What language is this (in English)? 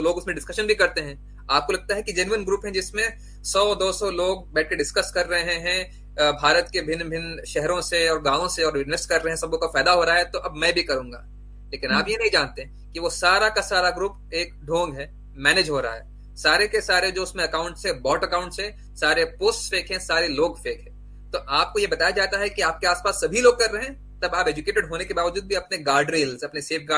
Hindi